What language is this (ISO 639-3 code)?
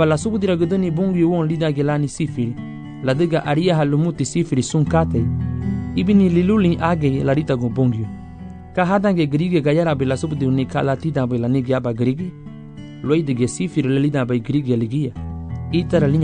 cab